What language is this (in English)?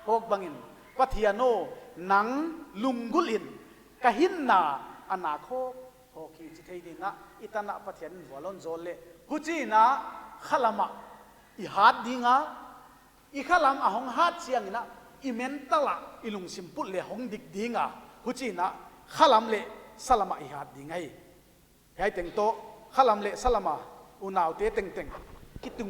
Paite Chin